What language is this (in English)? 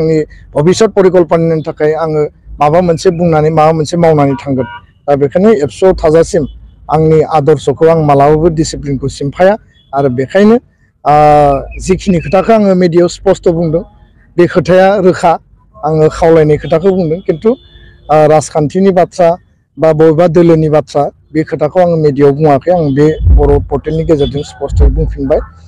Bodo